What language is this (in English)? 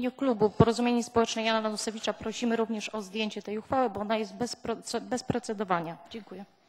Polish